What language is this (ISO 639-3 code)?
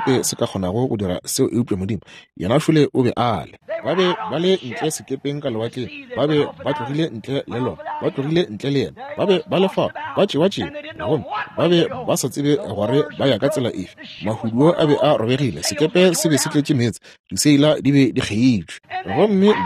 nso